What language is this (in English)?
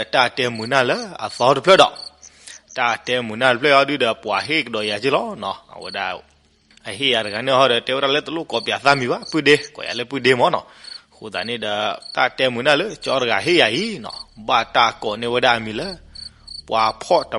S'gaw Karen